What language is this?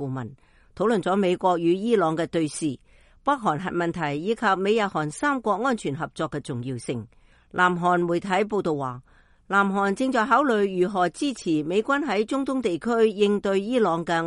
Cantonese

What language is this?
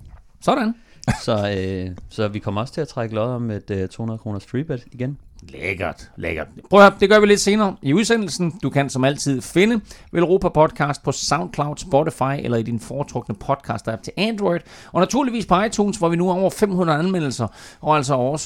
Danish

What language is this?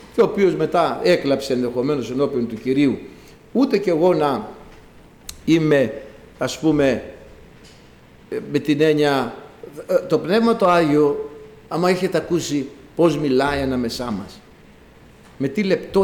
Greek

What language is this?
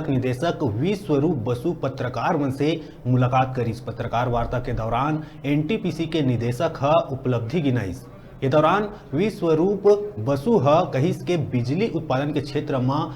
Chhattisgarhi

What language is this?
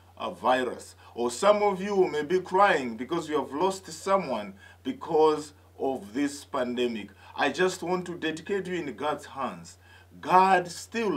English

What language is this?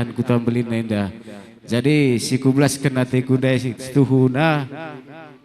Batak Karo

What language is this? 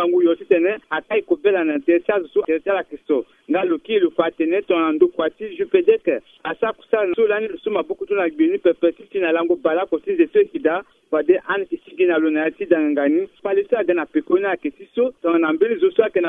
Sango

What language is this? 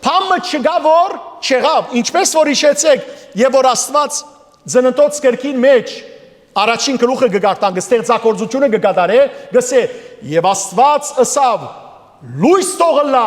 Western Armenian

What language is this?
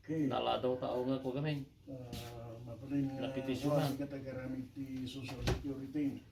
Iloko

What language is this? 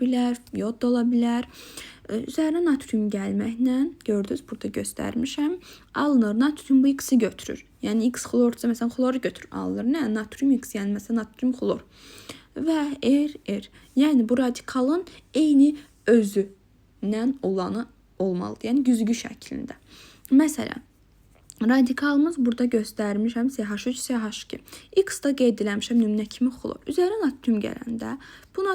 Azerbaijani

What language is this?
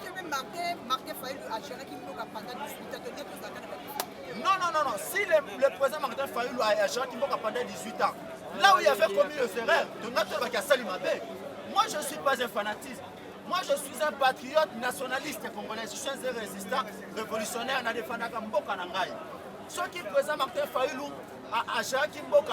Lingala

